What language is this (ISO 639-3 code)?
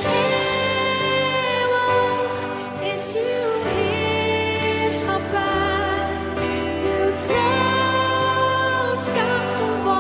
nld